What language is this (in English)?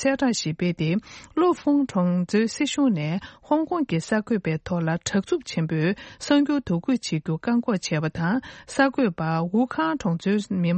Tibetan